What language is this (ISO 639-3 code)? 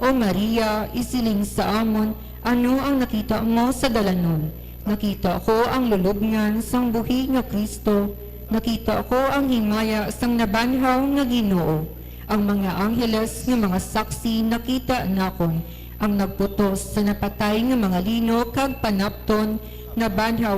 hil